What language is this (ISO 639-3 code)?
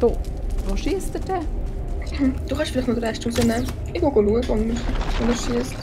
gsw